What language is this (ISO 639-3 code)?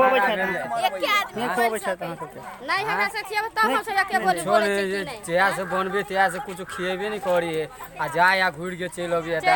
mai